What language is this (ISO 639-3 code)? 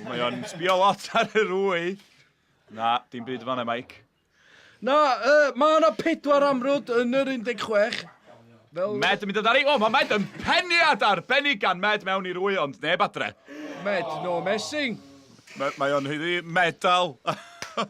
cym